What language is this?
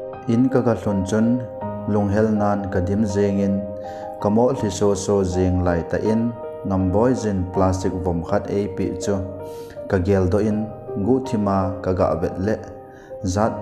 Thado Chin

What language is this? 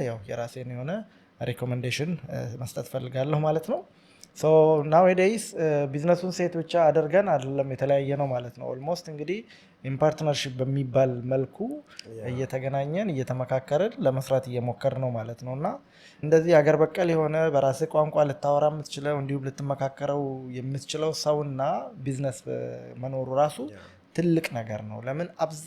Amharic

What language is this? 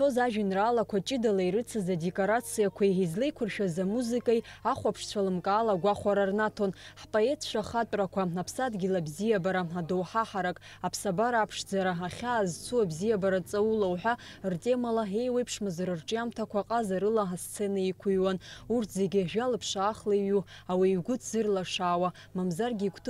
Abkhazian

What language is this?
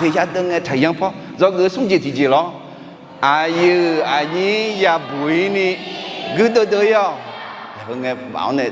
Akha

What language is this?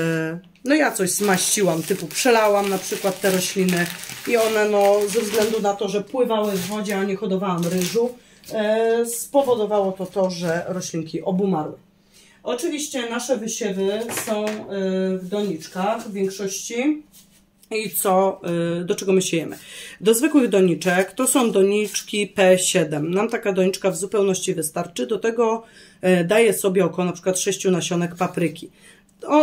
Polish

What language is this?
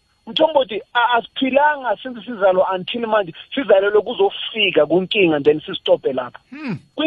South Ndebele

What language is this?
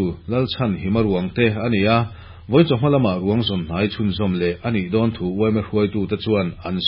Mizo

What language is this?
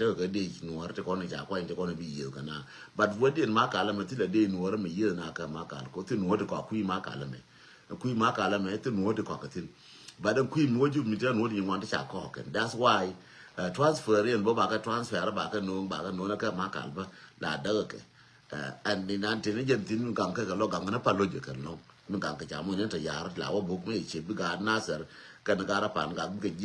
Nuer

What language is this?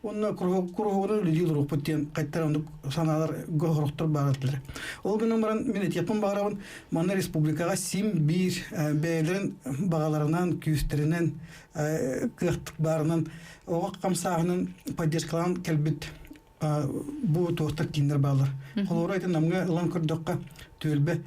Yakut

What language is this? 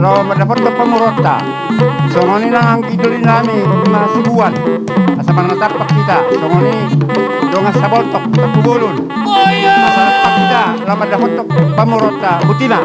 Batak Toba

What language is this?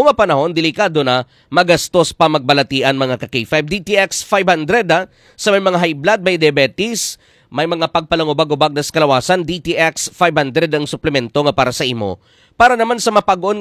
Hiligaynon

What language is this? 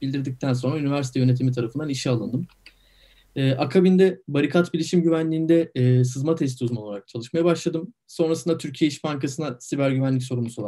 Turkish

